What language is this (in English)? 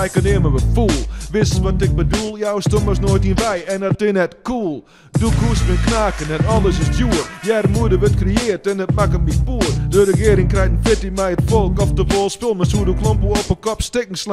Western Frisian